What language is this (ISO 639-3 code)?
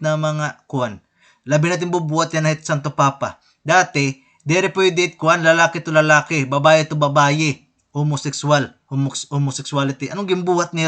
war